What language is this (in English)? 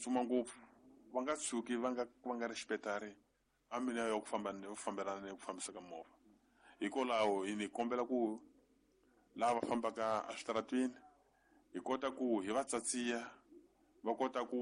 Tsonga